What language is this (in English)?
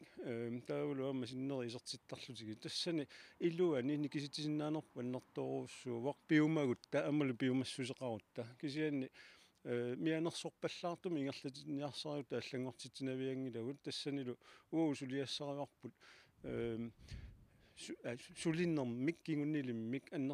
Kalaallisut